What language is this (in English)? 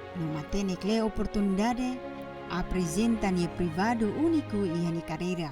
Tetum